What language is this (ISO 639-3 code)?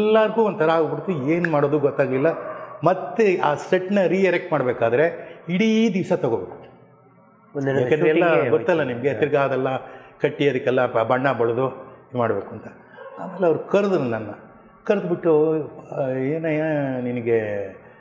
kan